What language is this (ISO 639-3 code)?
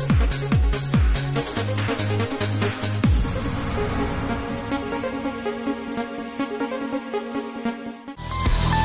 eus